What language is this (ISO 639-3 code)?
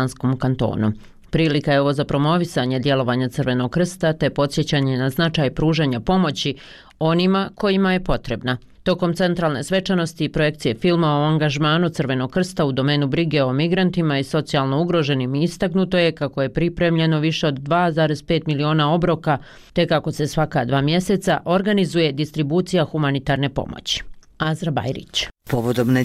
bos